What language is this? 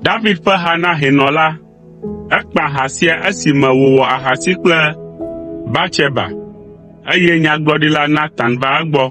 Ewe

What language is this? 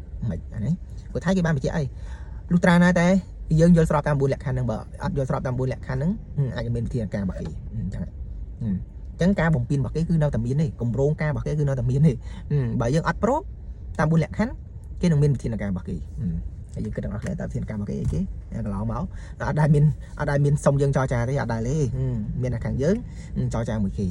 Khmer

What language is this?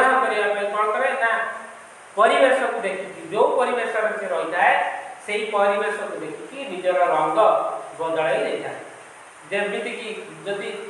Odia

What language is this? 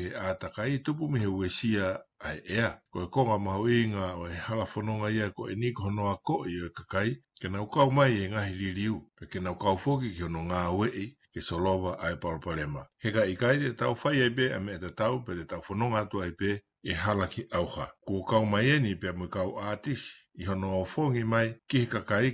Tongan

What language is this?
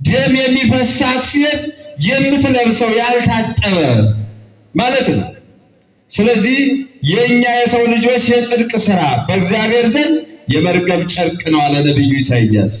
Amharic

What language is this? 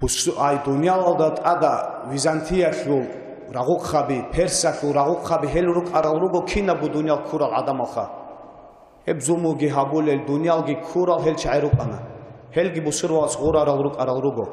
Avaric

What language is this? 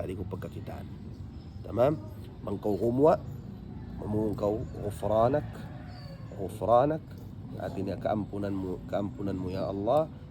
Tausug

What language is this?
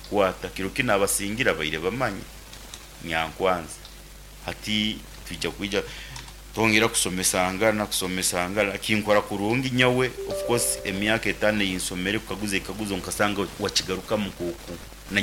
Nyankole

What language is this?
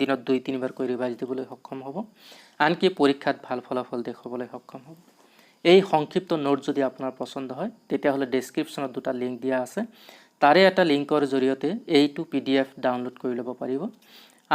Assamese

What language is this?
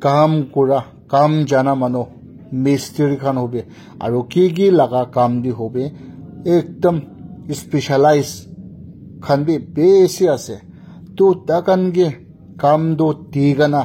Naga Pidgin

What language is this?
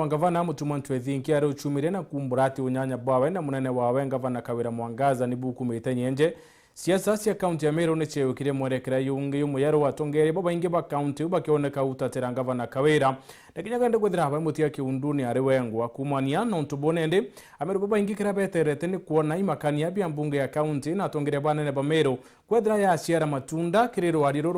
Meru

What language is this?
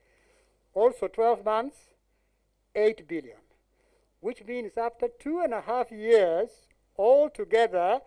Acoli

